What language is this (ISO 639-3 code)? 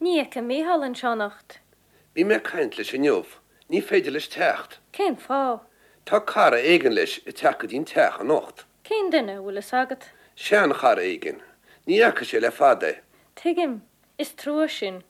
gle